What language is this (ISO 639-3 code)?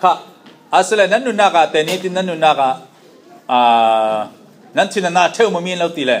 cfm